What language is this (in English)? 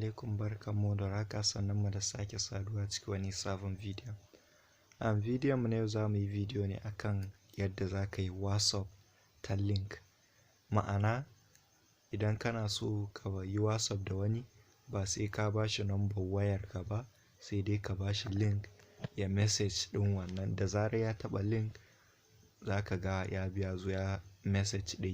Hausa